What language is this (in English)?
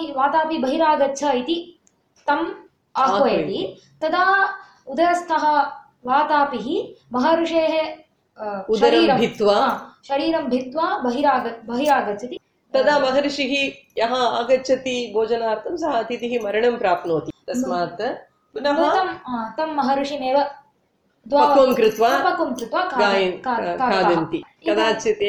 Sanskrit